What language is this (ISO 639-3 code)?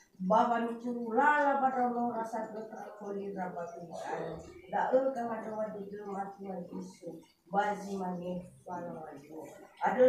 nia